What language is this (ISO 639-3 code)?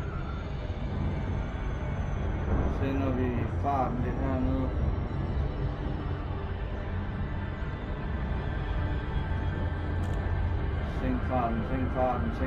dan